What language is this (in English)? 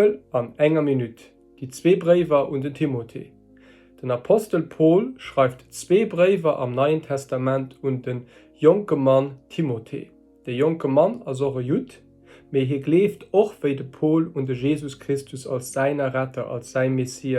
Luxembourgish